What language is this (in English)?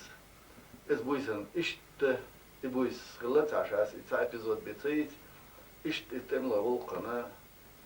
Chechen